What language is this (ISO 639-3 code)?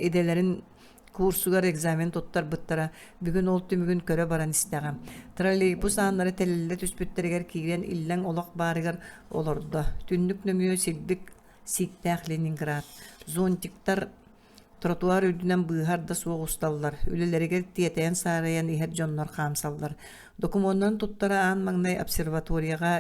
sah